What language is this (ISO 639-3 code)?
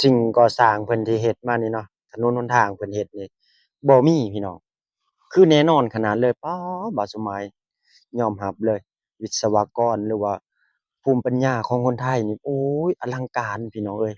lao